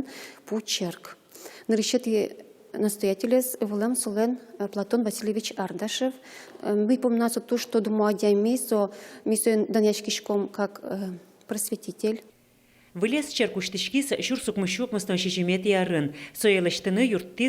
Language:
Udmurt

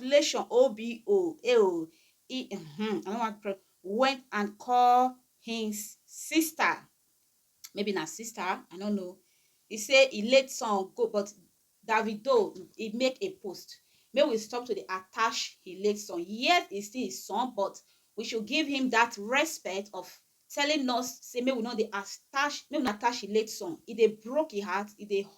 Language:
Nigerian Pidgin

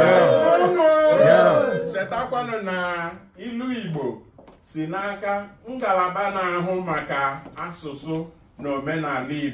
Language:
Igbo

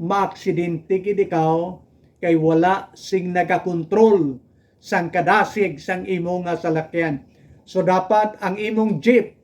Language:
Hiligaynon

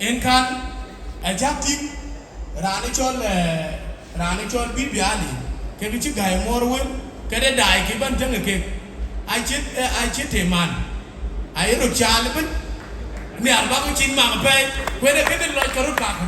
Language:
Dinka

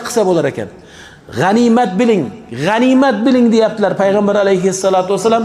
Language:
Uzbek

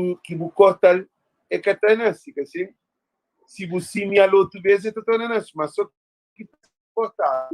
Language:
Kabuverdianu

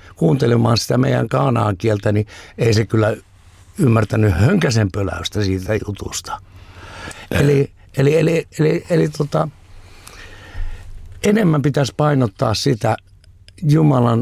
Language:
Finnish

